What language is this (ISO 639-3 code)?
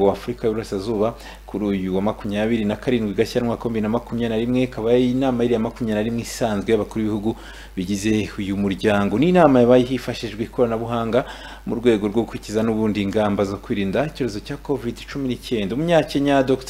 kin